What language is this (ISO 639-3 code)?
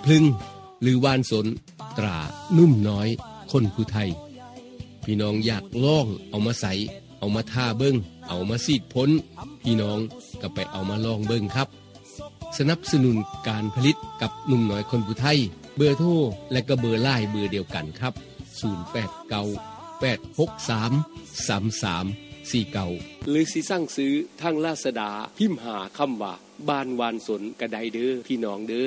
tts